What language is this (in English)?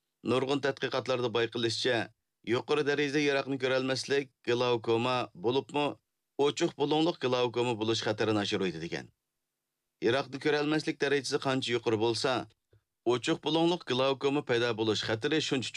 Uyghur